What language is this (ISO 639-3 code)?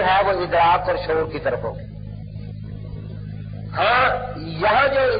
urd